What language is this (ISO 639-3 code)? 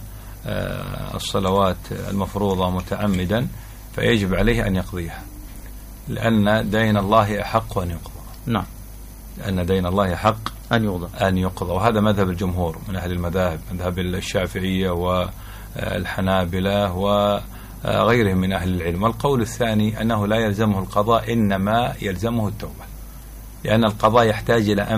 ara